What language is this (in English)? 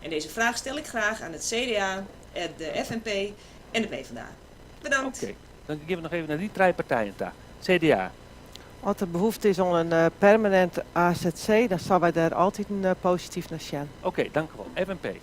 Western Frisian